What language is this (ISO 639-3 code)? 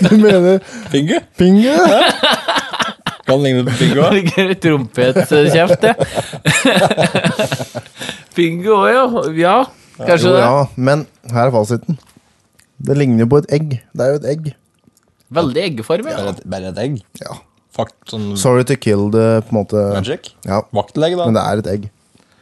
nor